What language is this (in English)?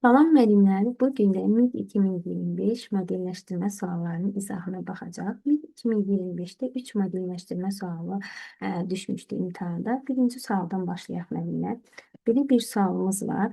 Azerbaijani